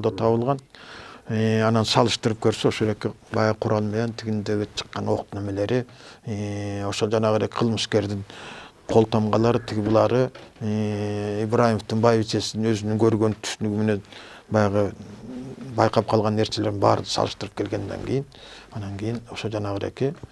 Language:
Kyrgyz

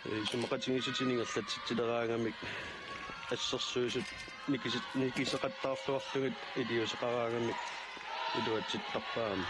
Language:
Kalaallisut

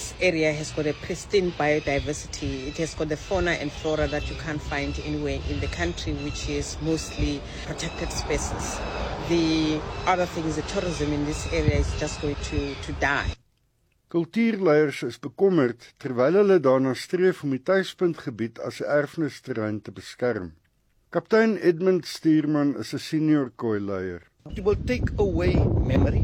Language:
Afrikaans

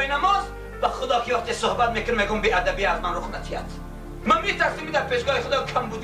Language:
Tajik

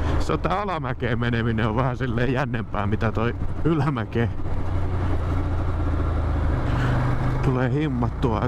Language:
Finnish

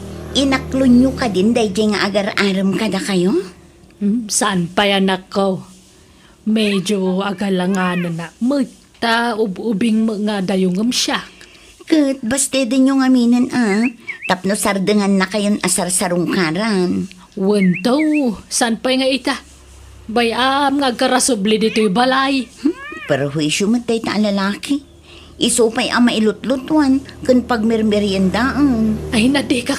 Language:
Iloko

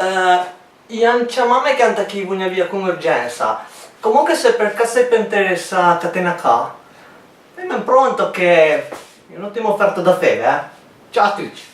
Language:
Piedmontese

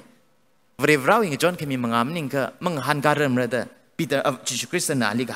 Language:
Tangkhul Naga (India)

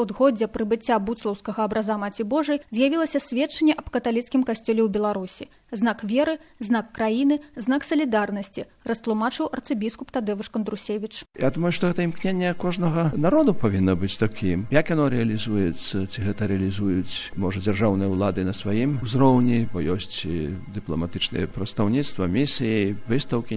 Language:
Belarusian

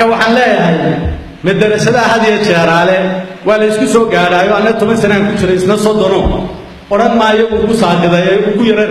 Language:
Somali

